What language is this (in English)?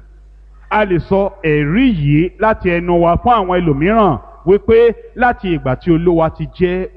Yoruba